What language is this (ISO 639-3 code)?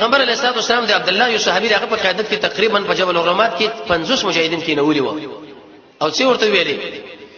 pus